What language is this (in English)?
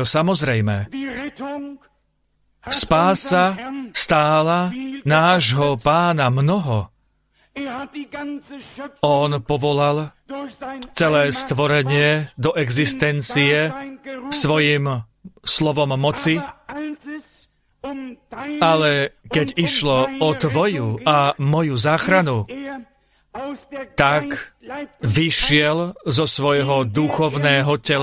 Slovak